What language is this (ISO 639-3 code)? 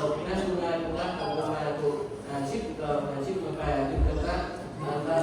cmo